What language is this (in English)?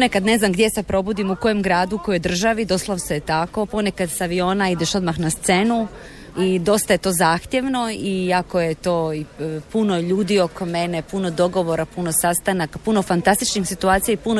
Croatian